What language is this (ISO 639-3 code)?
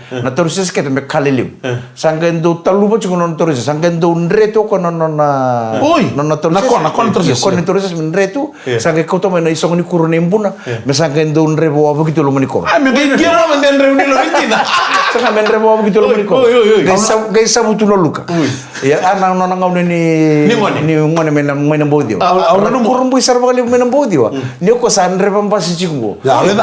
fij